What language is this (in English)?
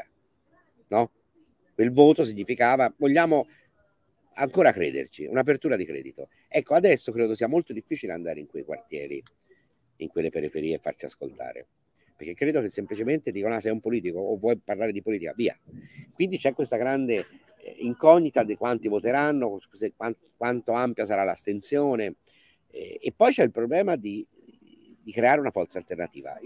Italian